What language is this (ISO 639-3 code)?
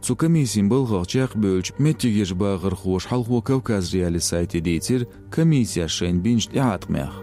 che